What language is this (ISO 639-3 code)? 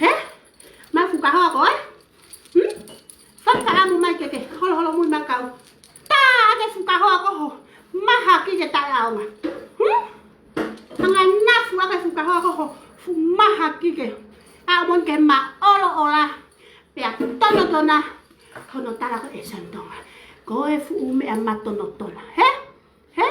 ton